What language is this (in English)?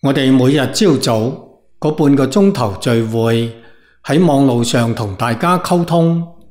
Cantonese